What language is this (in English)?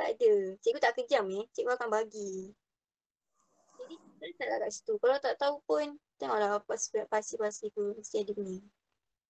Malay